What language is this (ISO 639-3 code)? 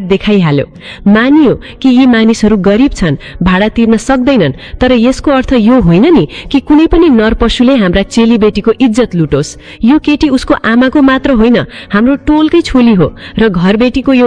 nep